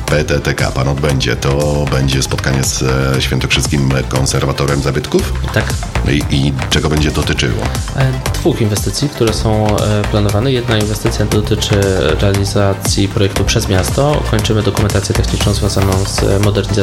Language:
Polish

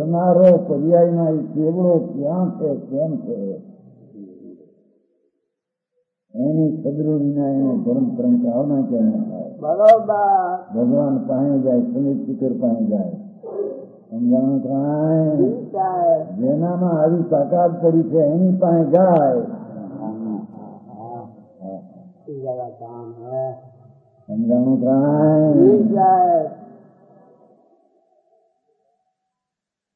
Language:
Gujarati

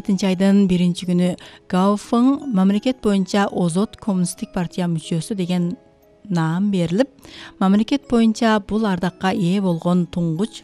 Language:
Kyrgyz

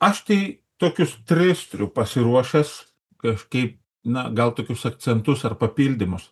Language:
Lithuanian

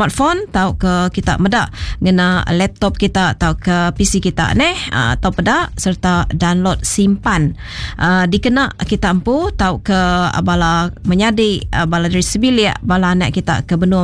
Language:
Iban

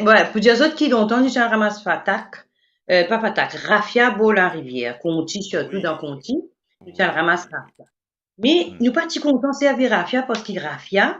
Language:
Morisyen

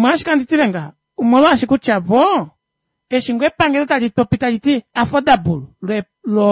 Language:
Kuanyama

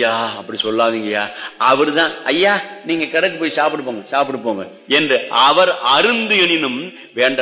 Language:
Tamil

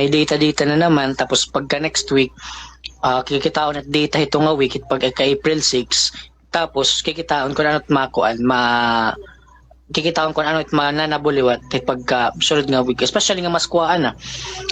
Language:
Waray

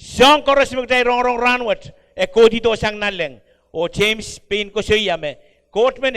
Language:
Pohnpeian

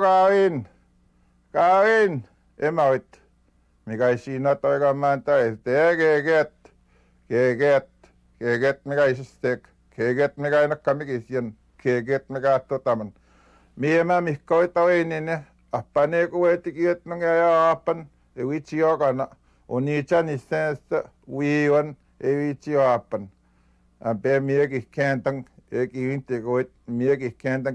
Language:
Western Ojibwa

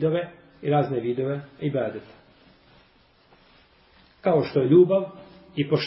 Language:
Bosnian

